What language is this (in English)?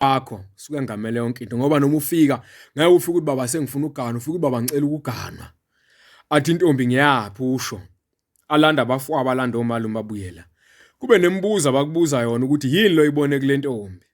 Zulu